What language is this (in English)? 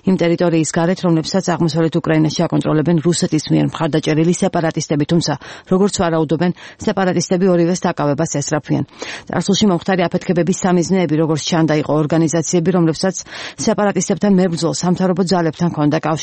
Georgian